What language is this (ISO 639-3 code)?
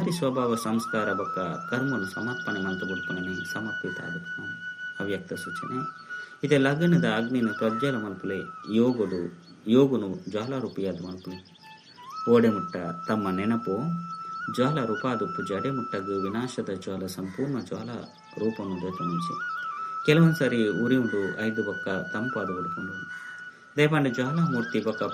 tcy